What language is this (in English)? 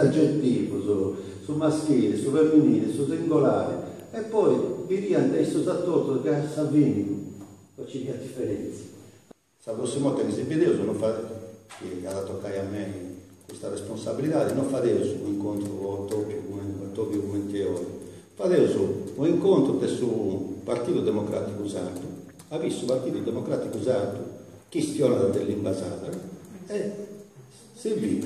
Sardinian